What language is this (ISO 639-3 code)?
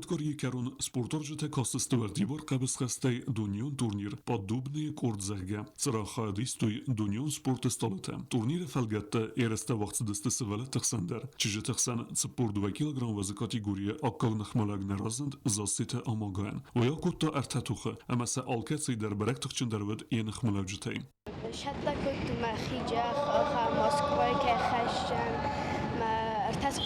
oss